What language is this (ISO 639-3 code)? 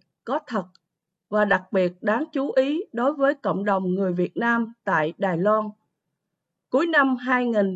vie